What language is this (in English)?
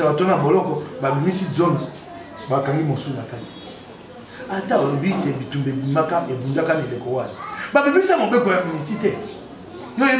Lingala